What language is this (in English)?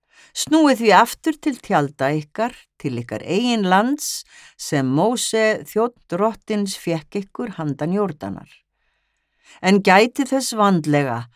Icelandic